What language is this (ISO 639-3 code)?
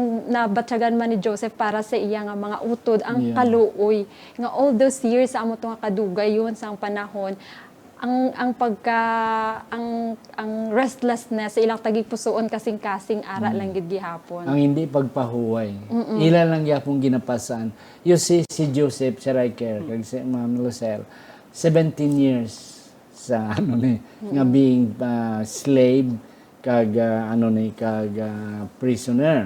hil